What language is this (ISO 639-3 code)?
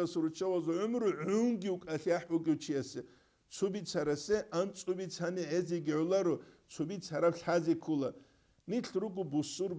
ava